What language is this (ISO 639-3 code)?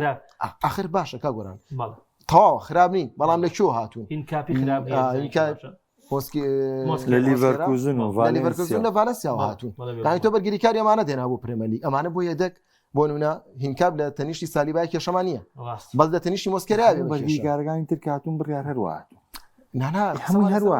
ckb